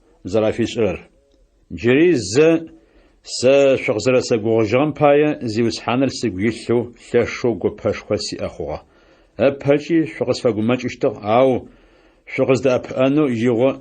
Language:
Adyghe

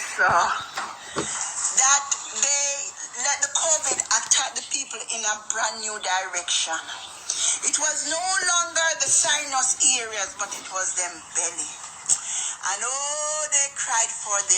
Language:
Jamaican Creole English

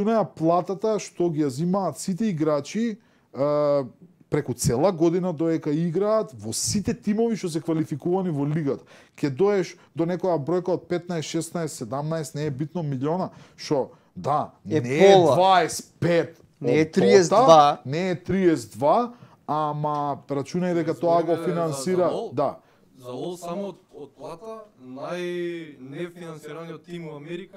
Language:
Macedonian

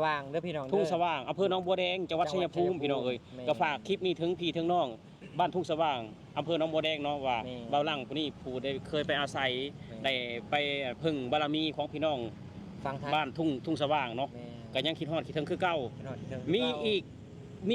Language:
Northeastern Thai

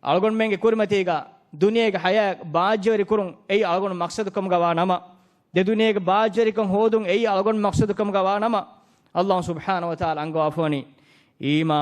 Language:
Divehi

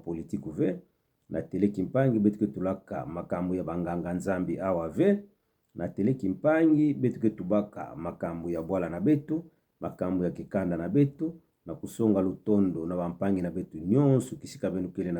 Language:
Kituba (Democratic Republic of Congo)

